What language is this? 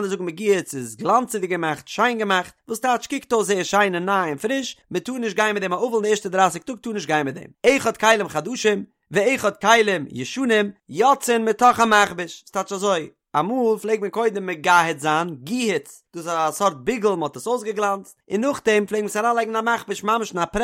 Yiddish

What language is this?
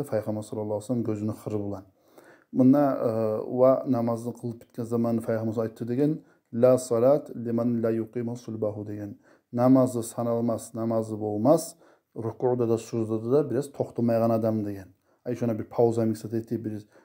Kumyk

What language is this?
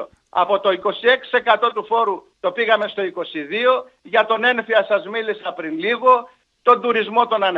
Greek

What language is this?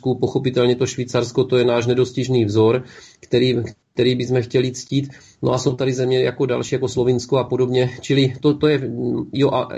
Czech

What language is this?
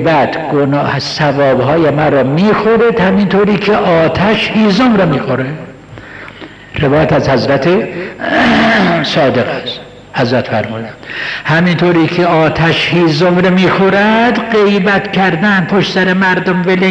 Persian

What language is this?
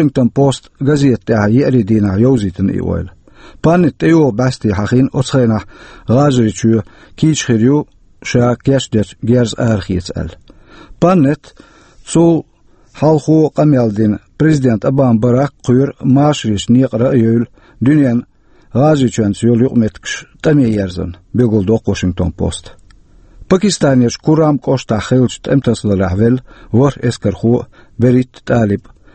Chechen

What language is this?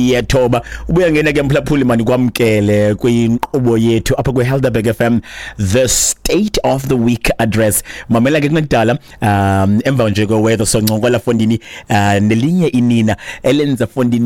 Xhosa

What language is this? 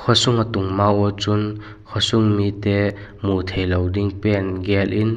Vaiphei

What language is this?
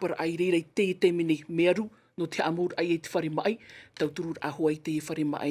Tahitian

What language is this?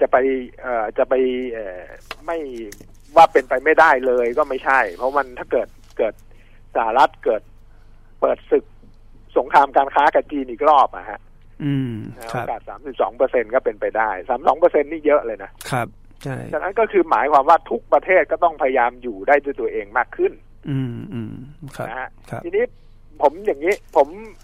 Thai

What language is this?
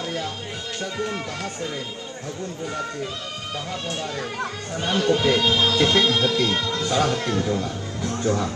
Santali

